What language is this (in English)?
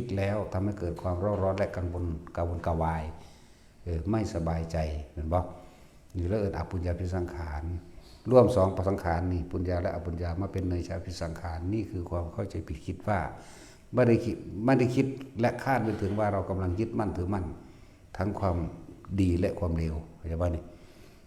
Northeastern Thai